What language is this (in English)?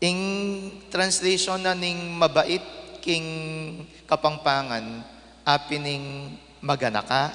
Pampanga